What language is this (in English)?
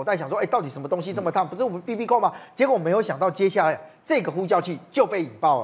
Chinese